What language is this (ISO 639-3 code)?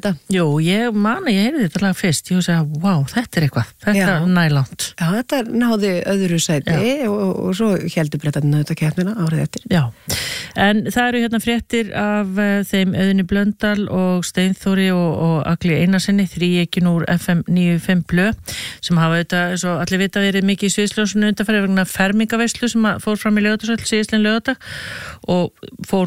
isl